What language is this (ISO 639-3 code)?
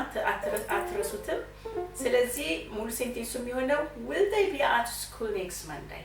amh